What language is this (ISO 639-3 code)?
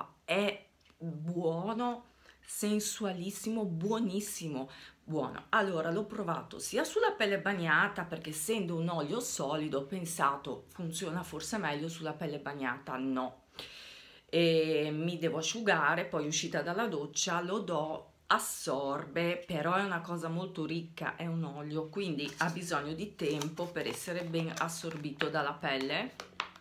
ita